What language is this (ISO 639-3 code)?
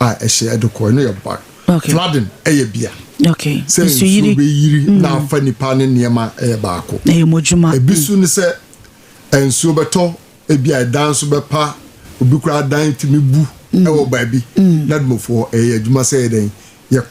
aka